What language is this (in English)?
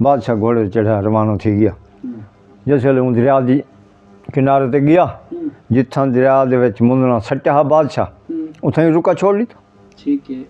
Saraiki